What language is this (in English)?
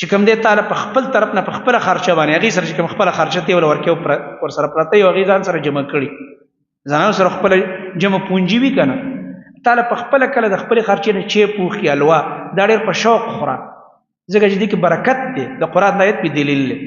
Pashto